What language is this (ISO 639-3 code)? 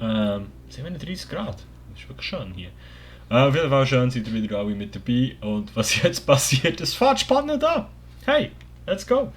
gsw